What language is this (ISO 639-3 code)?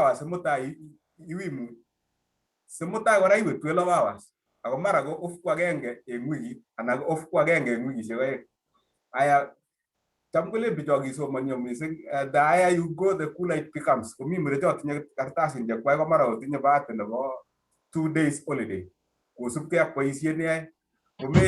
kln